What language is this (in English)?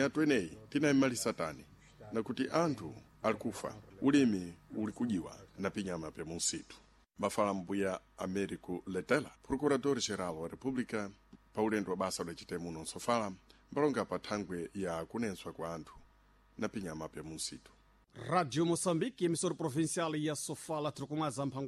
Sena